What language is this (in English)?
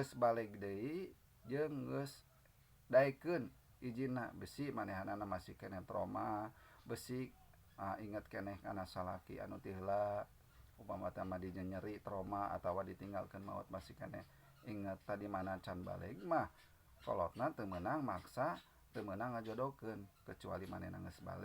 Sundanese